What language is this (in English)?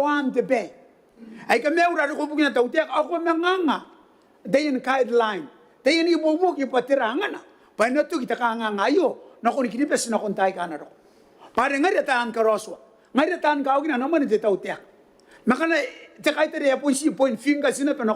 Gilbertese